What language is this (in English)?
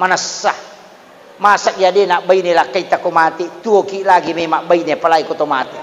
Buginese